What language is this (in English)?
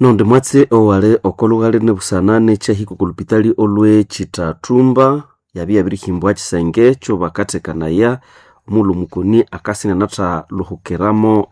Nande